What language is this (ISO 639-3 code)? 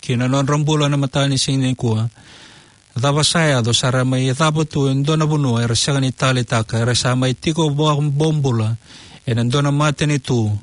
fij